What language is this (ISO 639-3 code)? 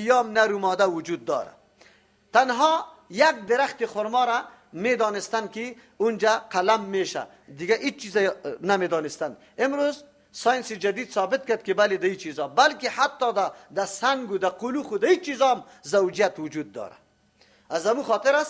fas